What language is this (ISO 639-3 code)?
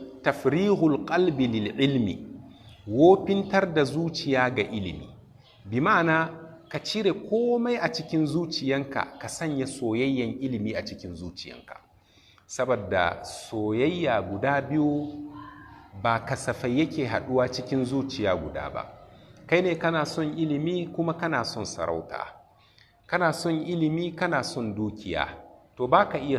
hau